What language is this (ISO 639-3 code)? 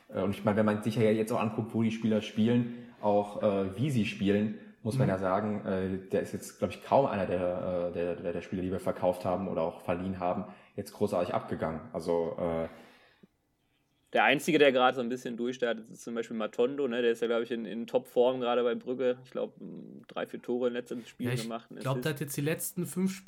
deu